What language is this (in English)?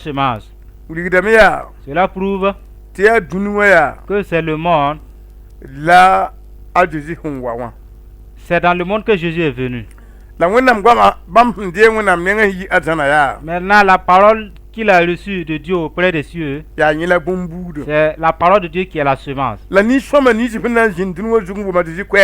Mossi